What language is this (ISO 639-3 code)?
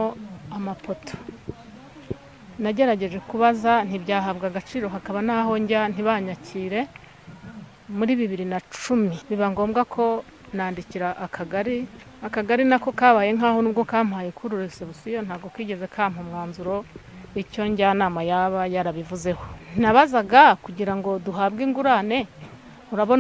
kin